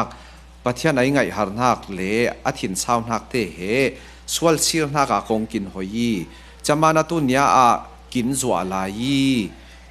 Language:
Falam Chin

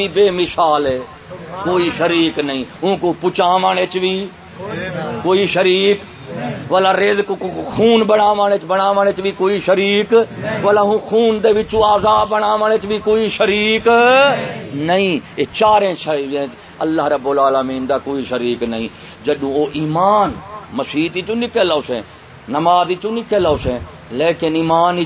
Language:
Saraiki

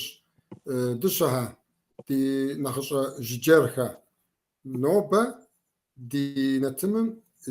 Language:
Kabardian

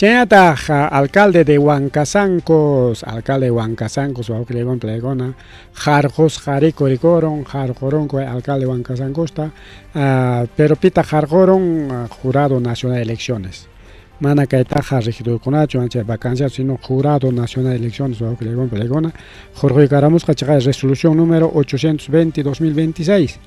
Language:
Ayacucho Quechua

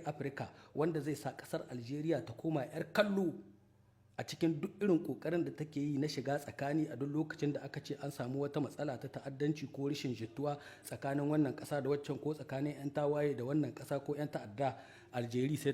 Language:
Hausa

